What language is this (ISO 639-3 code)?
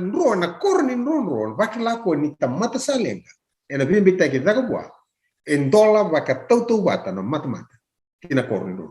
fij